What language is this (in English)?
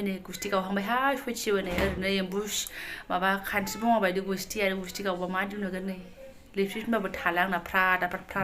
Bodo